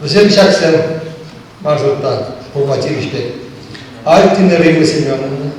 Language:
Chuvash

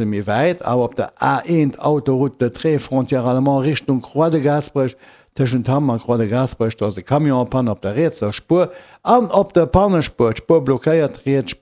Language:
Luxembourgish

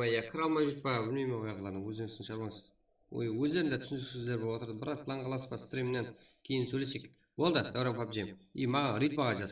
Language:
Kara-Kalpak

